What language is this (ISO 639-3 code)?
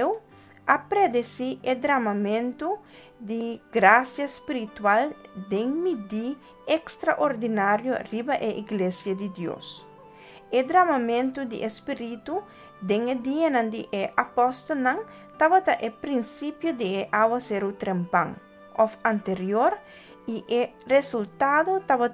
pap